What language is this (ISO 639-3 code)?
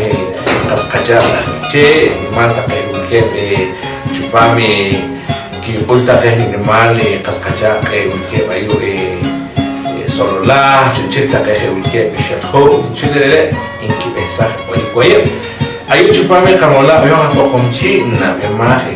poh